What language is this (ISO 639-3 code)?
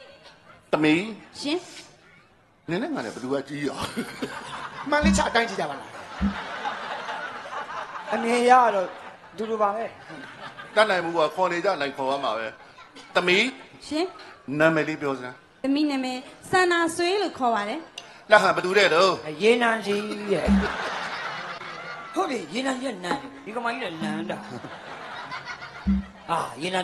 mya